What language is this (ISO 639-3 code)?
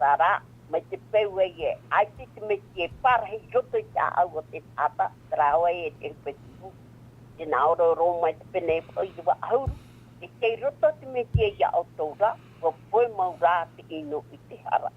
tah